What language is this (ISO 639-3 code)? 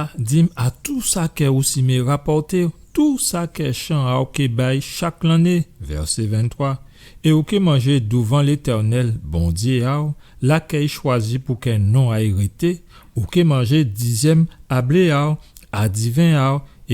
gcf